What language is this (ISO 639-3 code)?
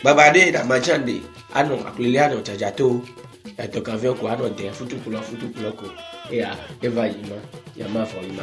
ewe